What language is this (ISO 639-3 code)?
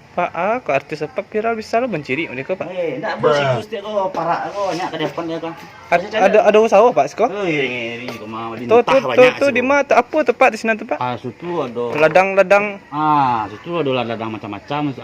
min